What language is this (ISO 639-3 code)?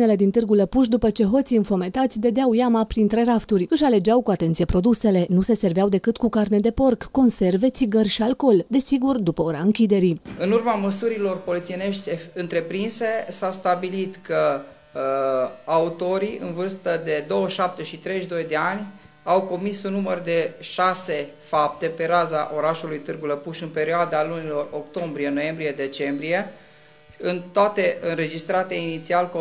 ron